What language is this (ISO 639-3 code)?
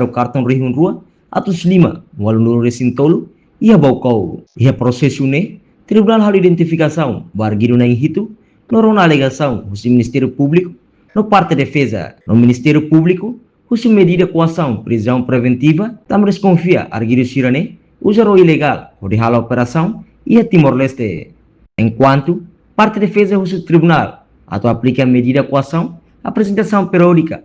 tet